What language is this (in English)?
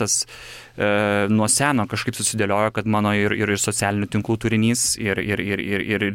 Lithuanian